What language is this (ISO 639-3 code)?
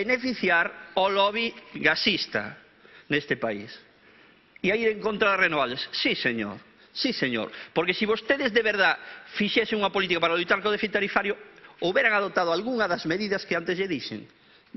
glg